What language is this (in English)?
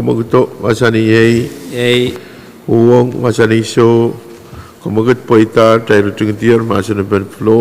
Pohnpeian